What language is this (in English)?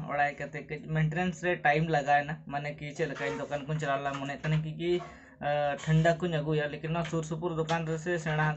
Santali